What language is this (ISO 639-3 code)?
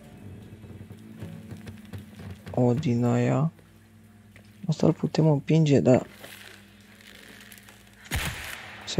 ron